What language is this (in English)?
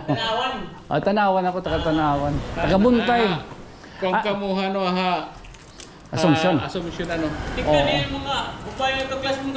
Waray